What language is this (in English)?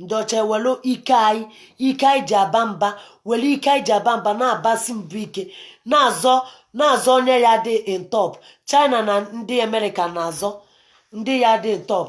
Igbo